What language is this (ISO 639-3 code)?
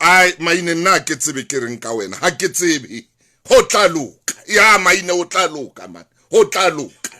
sot